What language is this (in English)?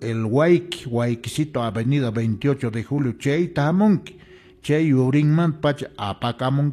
Quechua